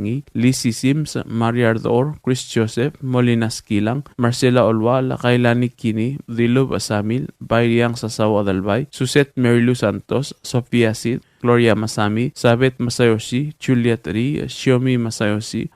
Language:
Palauan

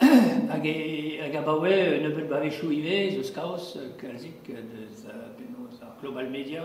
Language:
Breton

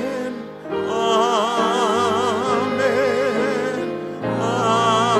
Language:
Batak Toba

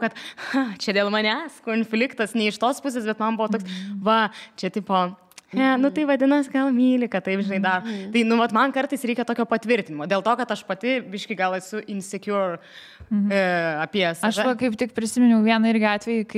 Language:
Lithuanian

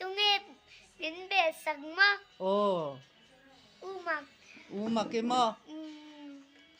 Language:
Mizo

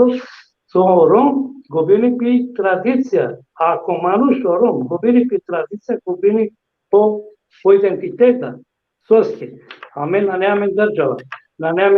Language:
Balkan Romani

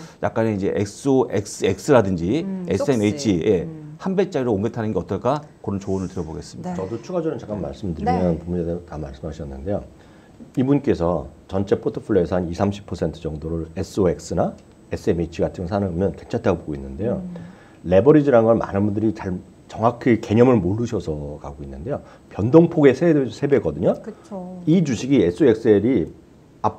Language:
Korean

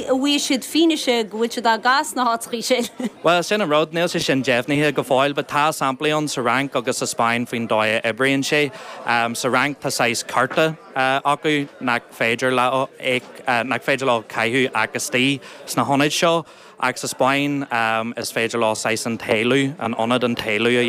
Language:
Irish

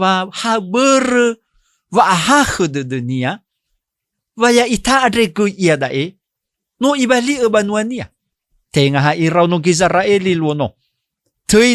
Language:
Nias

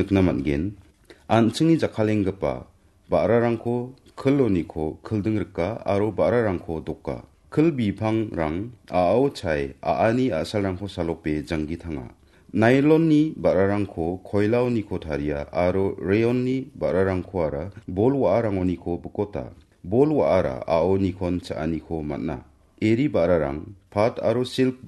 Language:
Garo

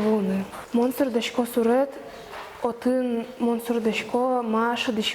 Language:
Udmurt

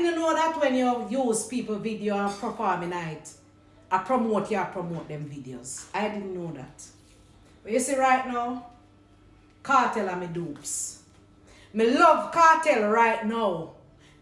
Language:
Jamaican Creole English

